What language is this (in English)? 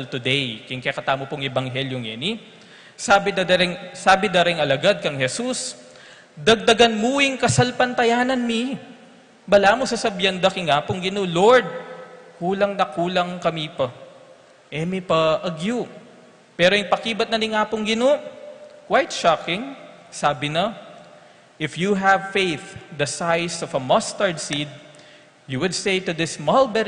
Pampanga